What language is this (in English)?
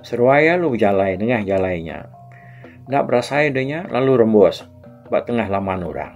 Iban